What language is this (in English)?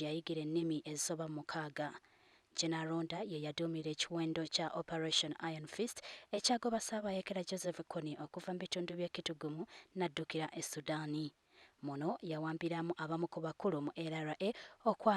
Ganda